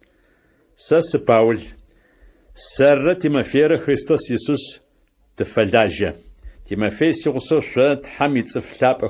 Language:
Adyghe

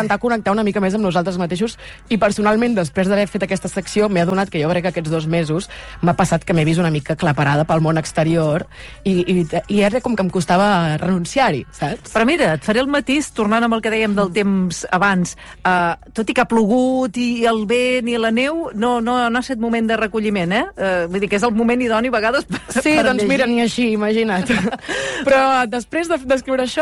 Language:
Catalan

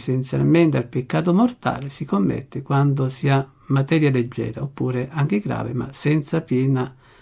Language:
Italian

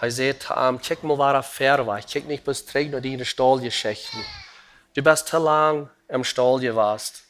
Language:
Plautdietsch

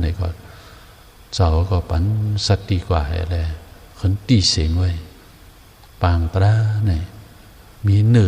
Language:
Shan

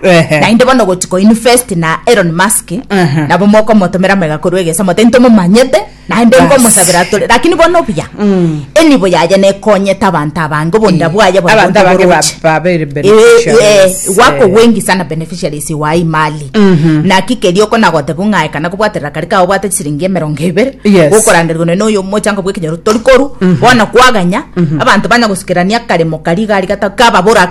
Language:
Gusii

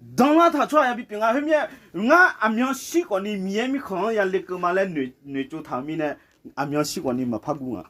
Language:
Akha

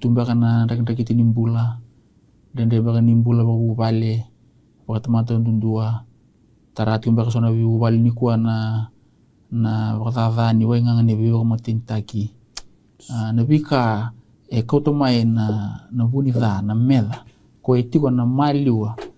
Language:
Fijian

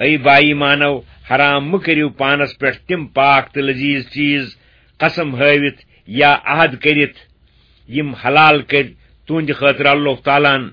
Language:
Kashmiri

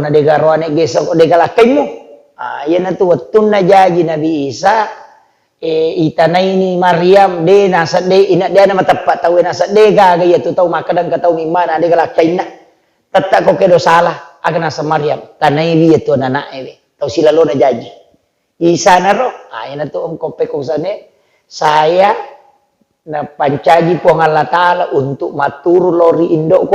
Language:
Buginese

